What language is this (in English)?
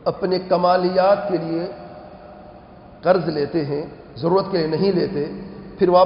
Urdu